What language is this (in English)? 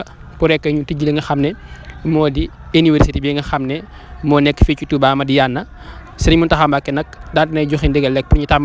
Wolof